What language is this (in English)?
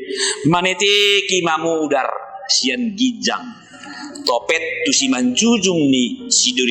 Batak Toba